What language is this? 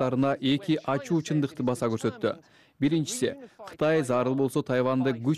Kyrgyz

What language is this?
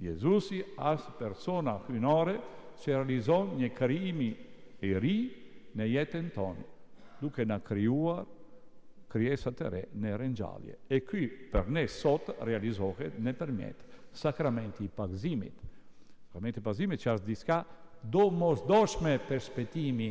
Albanian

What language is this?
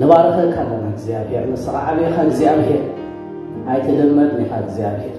Tigrinya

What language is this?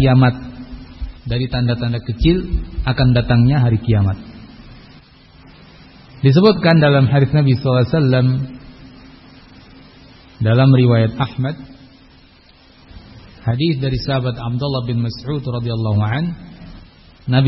Indonesian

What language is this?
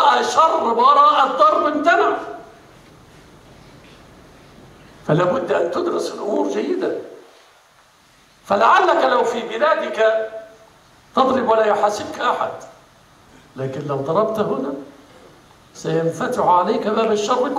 Arabic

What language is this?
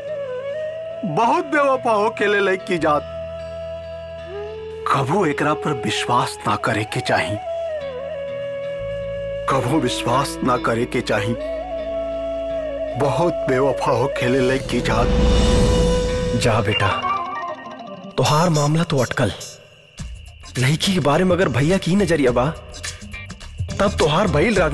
Bhojpuri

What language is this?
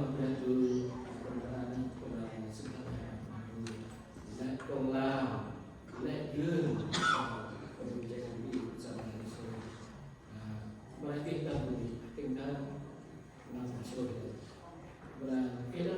Central Mnong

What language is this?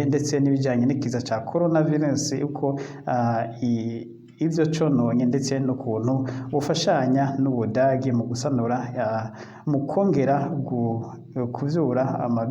Rundi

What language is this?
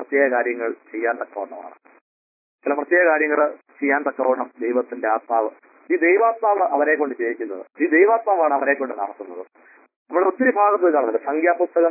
Malayalam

